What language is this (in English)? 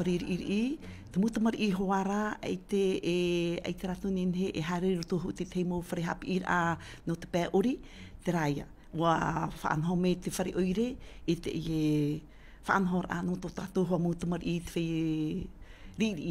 Tahitian